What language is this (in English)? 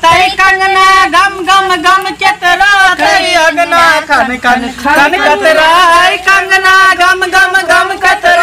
Maithili